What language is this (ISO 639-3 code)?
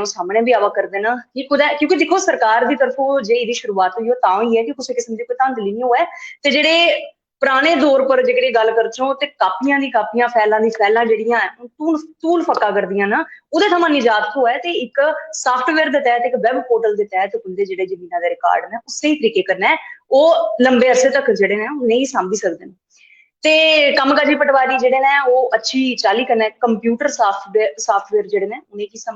doi